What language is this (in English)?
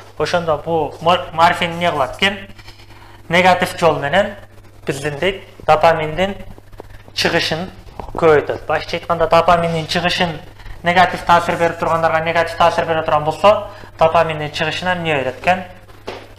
Kyrgyz